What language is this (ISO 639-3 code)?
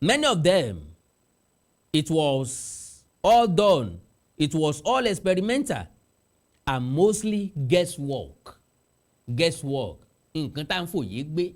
yor